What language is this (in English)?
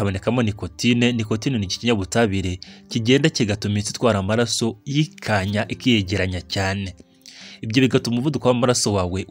Kinyarwanda